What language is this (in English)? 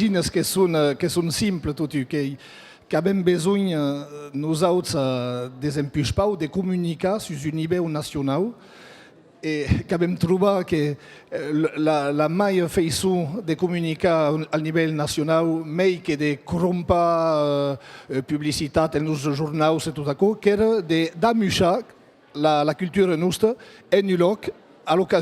Occitan